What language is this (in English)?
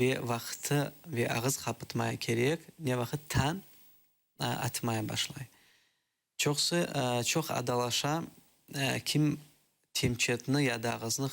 Crimean Tatar